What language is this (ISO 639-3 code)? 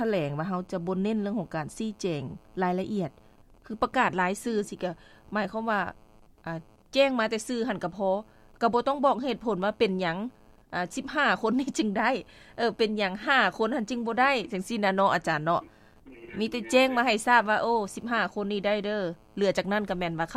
lao